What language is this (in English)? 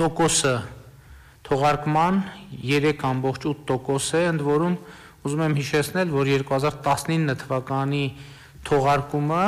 Armenian